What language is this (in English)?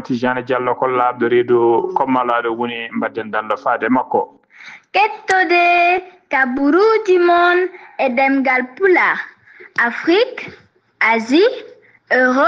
Fula